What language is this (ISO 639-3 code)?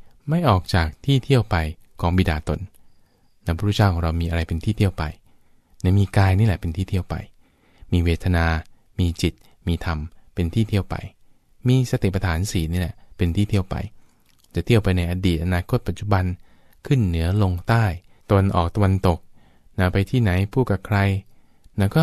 tha